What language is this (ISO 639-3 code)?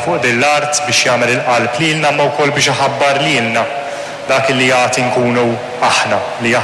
mlt